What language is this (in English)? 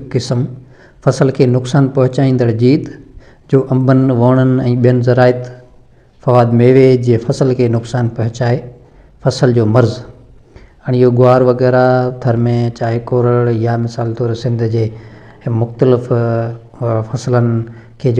Sindhi